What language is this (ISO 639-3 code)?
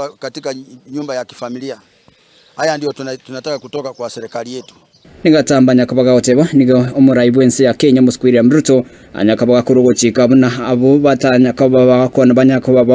guz